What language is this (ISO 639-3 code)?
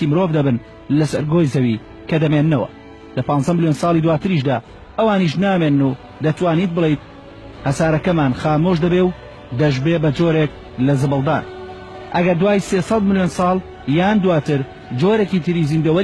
ckb